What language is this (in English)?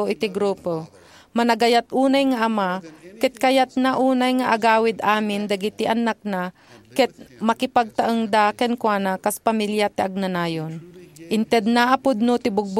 Iloko